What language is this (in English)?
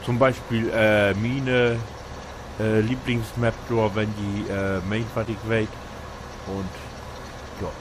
Low German